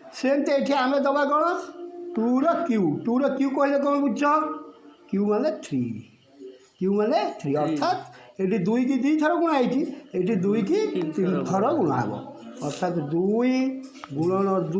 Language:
Odia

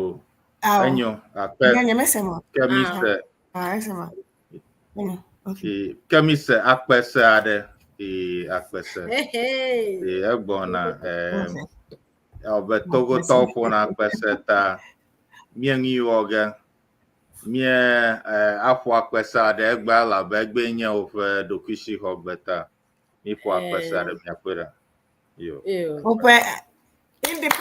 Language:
Ewe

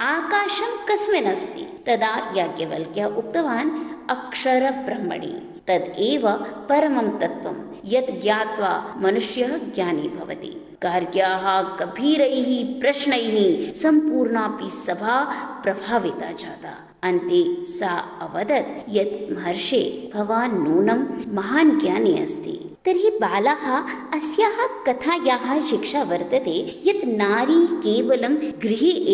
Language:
Sanskrit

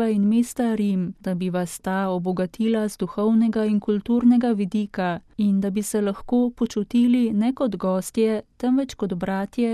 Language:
Slovenian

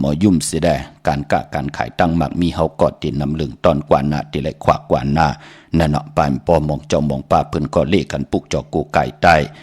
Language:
Shan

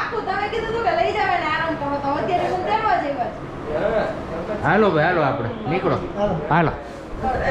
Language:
Gujarati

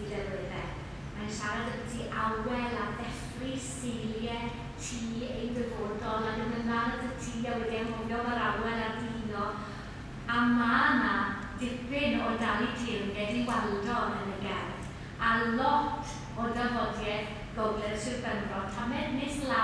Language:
Welsh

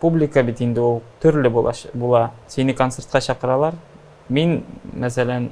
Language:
Tatar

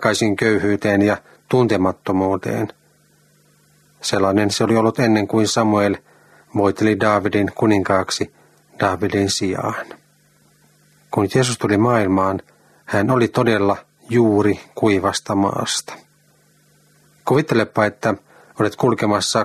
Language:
Finnish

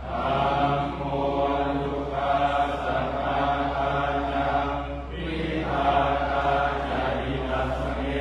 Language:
Pali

